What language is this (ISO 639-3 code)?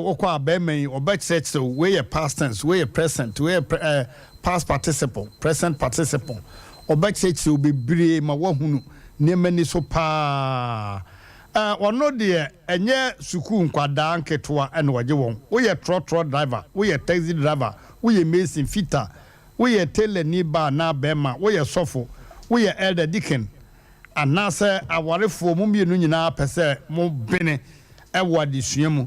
aka